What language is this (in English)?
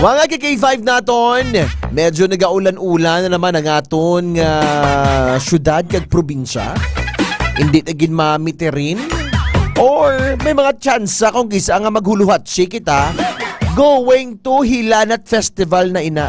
Hiligaynon